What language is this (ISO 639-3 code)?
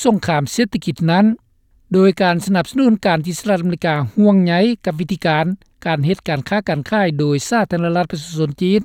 lao